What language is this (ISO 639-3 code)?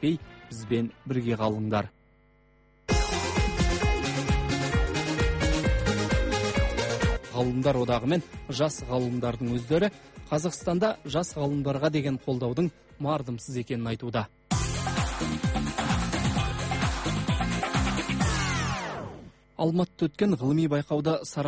kaz